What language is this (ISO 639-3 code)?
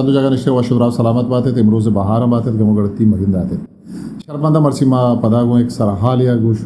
bgp